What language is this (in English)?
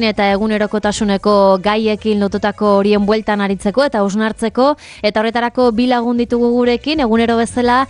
Basque